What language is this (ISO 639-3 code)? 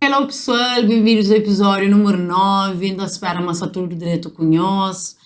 kea